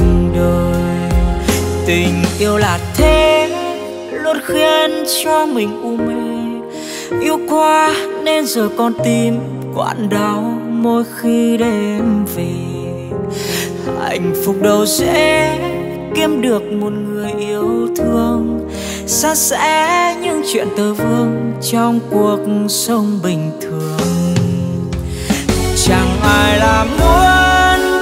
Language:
Vietnamese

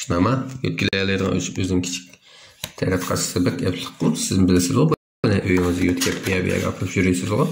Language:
Uyghur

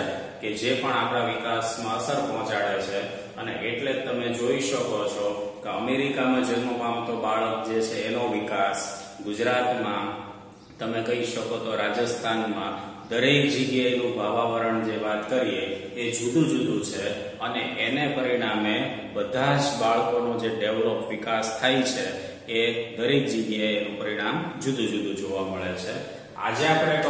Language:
Gujarati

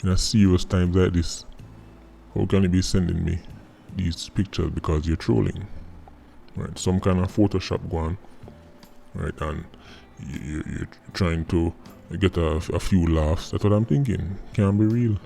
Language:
Jamaican Creole English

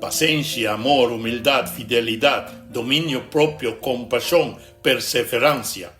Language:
Papiamento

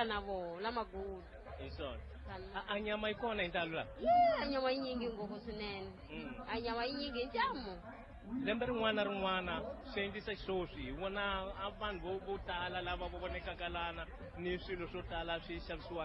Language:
Tsonga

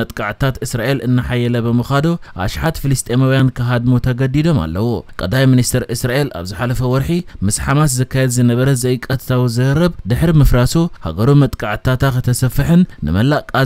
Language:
Tigrinya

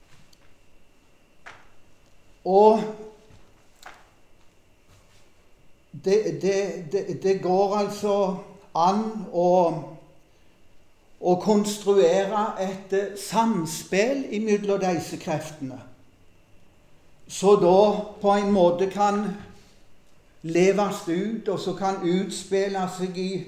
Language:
Norwegian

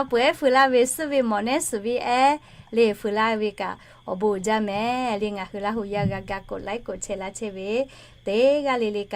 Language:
Lahu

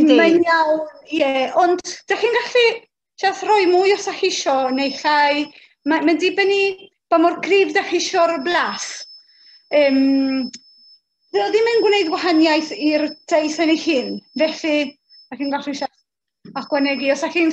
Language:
Welsh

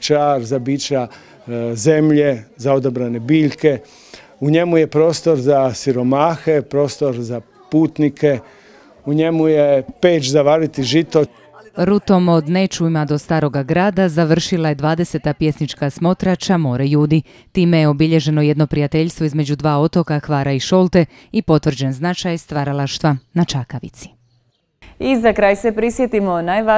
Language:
Croatian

